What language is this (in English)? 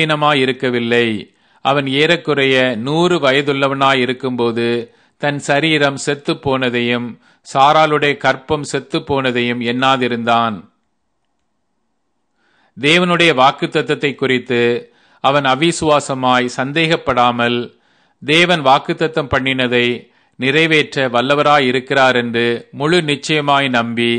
Tamil